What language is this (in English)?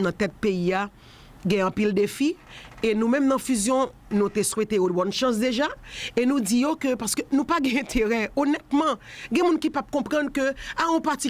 Haitian Creole